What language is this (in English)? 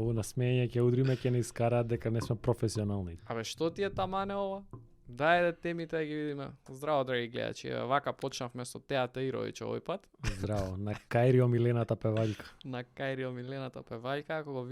Macedonian